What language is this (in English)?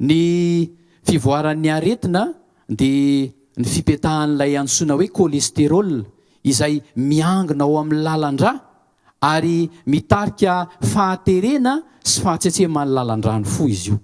Malagasy